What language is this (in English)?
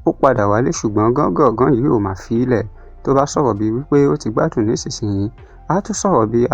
Yoruba